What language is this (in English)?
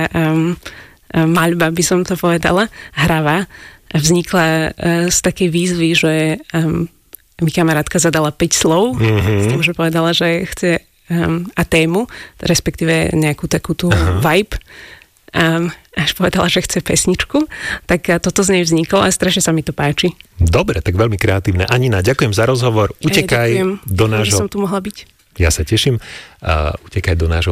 Slovak